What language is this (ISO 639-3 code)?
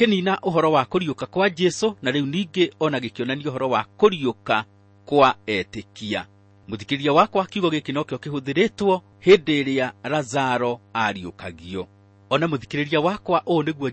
kik